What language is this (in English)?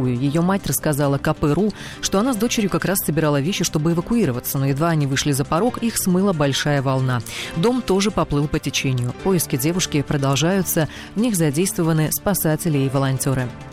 Russian